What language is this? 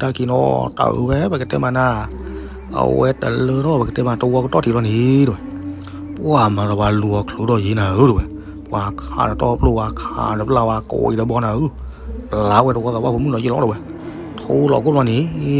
S'gaw Karen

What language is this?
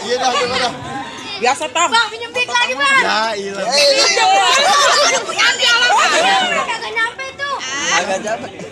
Betawi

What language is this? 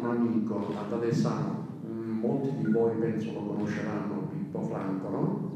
Italian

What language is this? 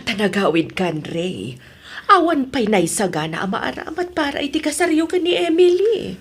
Iloko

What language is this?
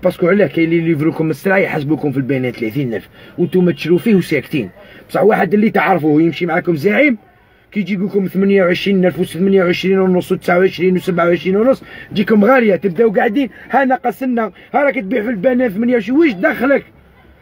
Algerian Arabic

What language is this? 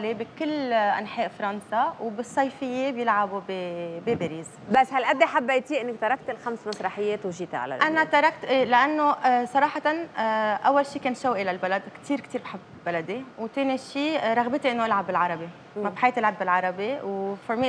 North Levantine Arabic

